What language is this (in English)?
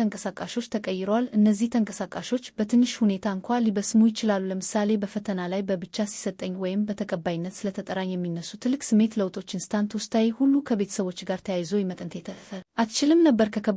Amharic